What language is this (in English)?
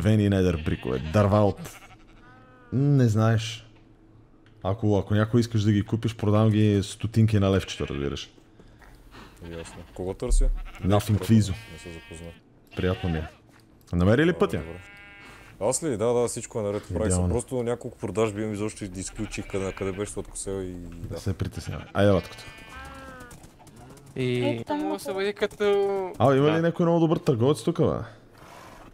Bulgarian